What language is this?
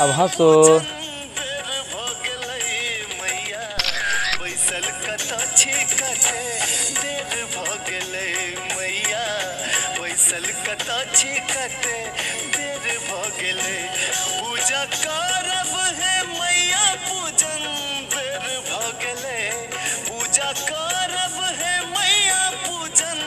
Maithili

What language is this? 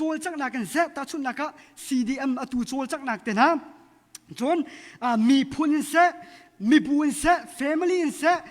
Hakha Chin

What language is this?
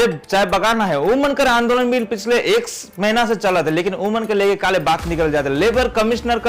Sadri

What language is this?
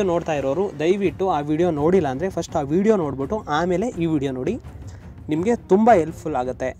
Kannada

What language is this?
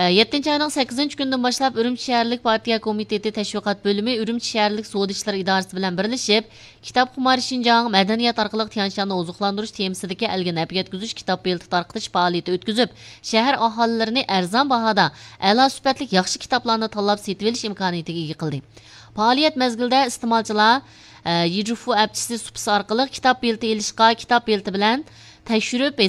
Uyghur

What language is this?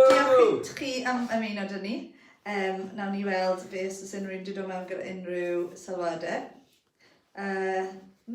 Welsh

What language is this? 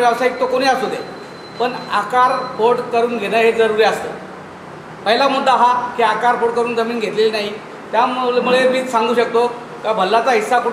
Marathi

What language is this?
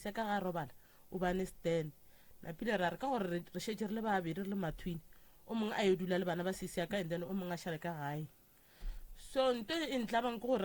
Northern Sotho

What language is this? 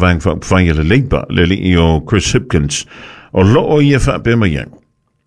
Samoan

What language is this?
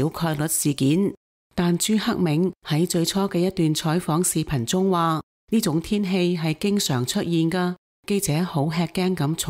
Cantonese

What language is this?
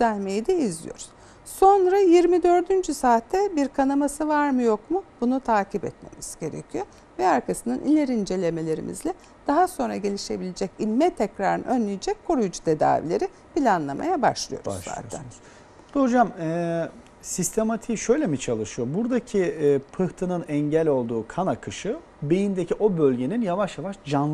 Turkish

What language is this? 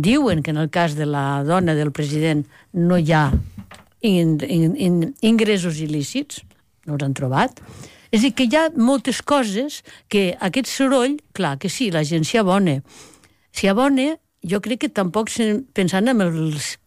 Catalan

